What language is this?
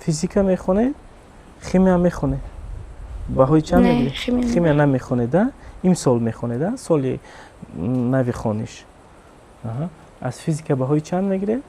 Tajik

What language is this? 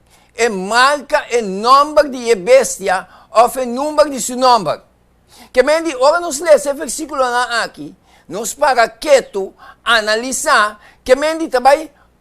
Papiamento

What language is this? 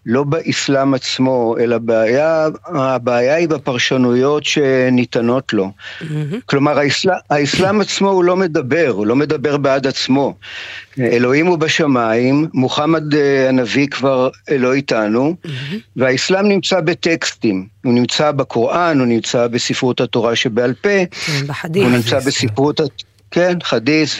Hebrew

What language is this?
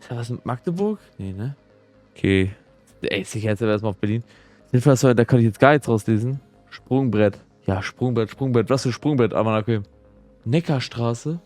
Swiss German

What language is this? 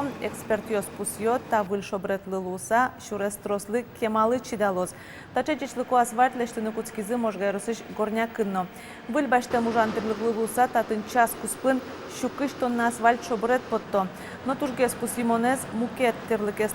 Udmurt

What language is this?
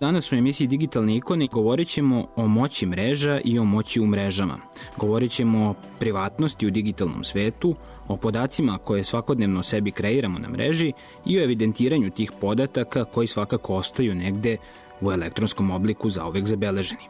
Serbian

